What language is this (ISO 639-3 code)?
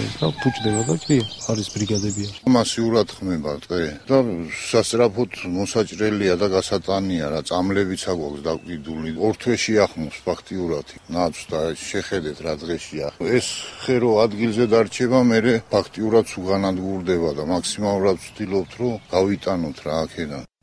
kat